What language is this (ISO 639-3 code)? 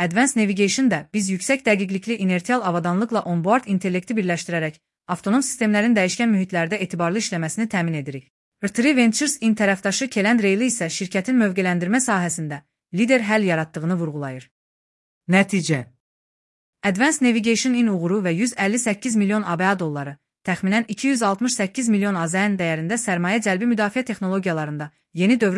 aze